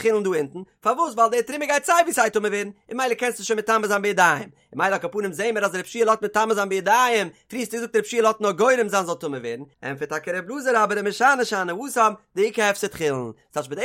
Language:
Yiddish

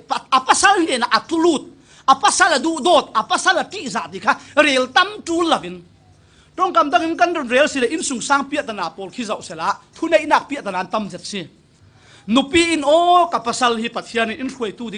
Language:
Falam Chin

